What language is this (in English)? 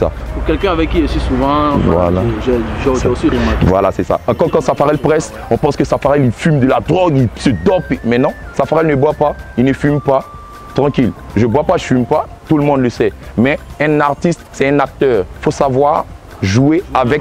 French